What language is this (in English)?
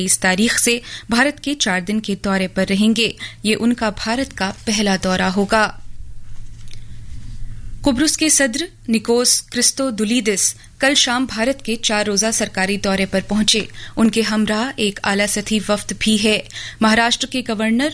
Urdu